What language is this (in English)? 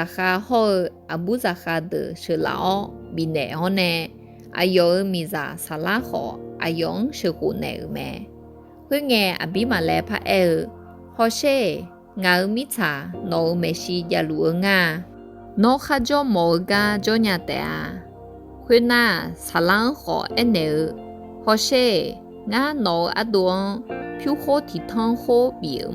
Akha